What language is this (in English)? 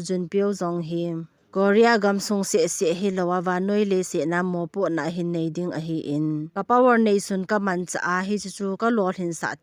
Thado Chin